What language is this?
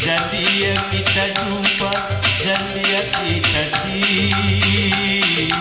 Batak Karo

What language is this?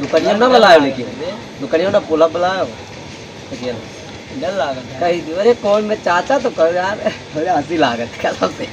Awadhi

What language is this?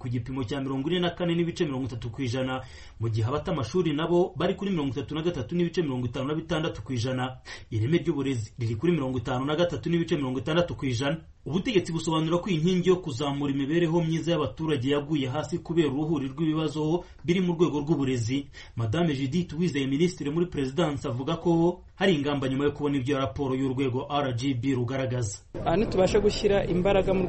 Kinyarwanda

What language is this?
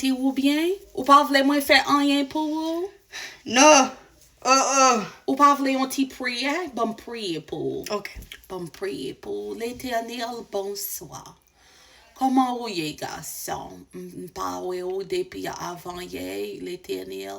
Haitian Creole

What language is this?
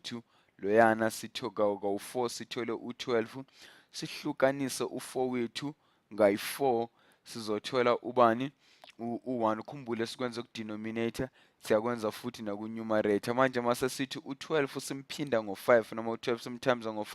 Zulu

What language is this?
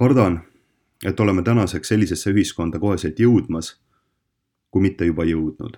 Estonian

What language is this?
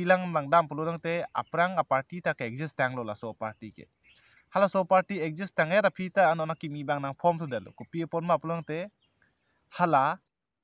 Karbi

